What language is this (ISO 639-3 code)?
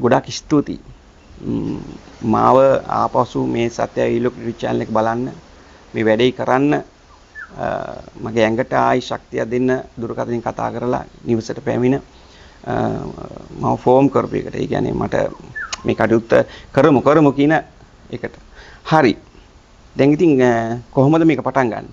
sin